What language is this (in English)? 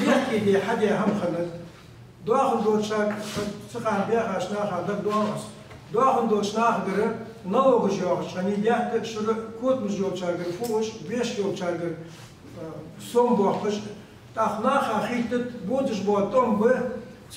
Ingush